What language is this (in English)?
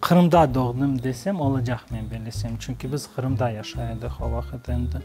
Crimean Tatar